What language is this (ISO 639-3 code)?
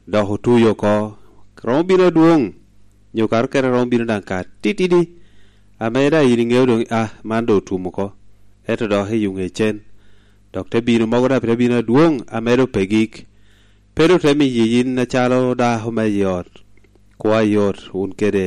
laj